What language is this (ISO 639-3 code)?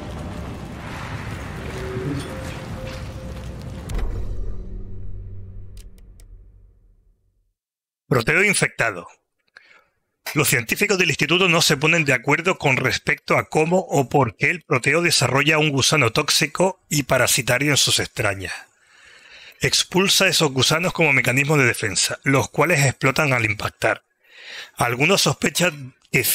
spa